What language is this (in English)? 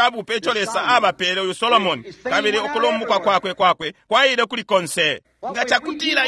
Bemba